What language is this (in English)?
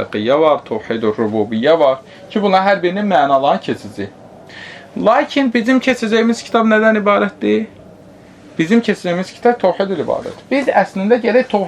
Azerbaijani